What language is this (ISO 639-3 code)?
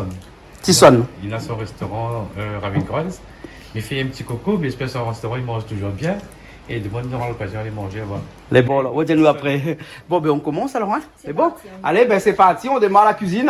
rcf